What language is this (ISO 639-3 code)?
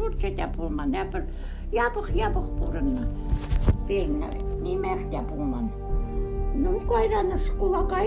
chv